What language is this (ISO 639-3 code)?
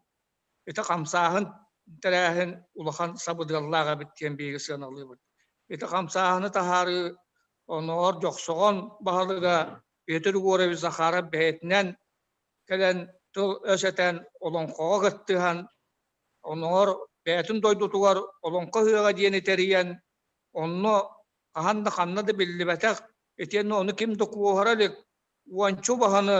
sah